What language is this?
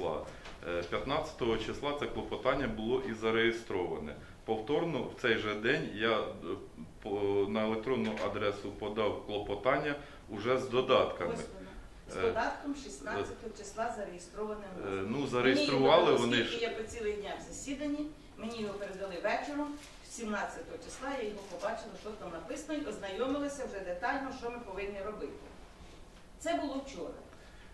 Ukrainian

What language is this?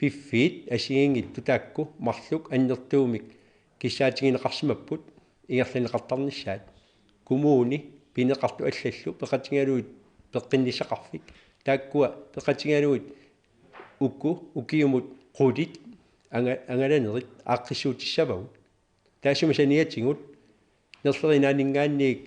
Kalaallisut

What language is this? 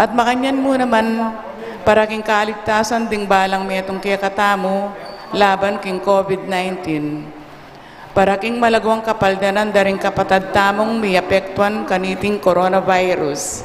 Pampanga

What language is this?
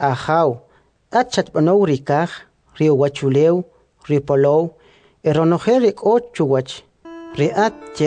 Kʼicheʼ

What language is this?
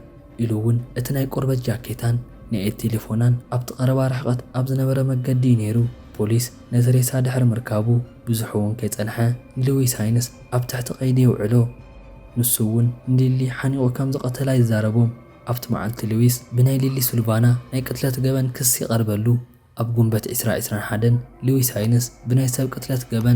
Tigrinya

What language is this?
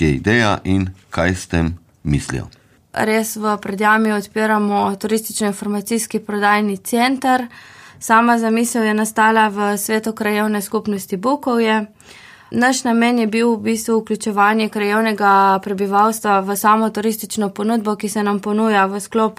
Slovenian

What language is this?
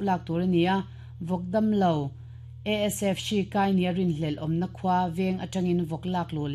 Mizo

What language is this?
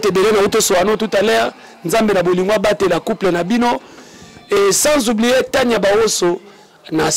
Lingala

